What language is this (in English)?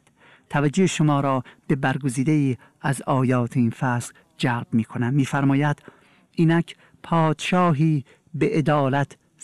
Persian